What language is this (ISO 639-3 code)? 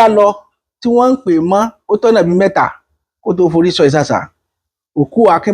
yor